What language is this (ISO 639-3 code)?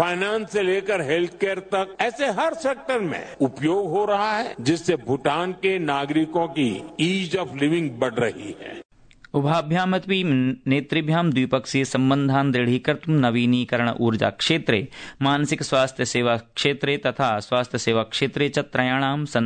san